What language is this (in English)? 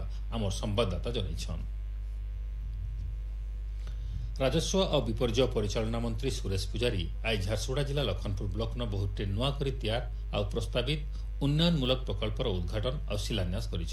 Odia